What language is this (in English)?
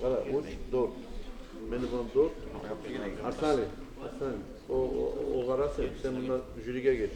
Kumyk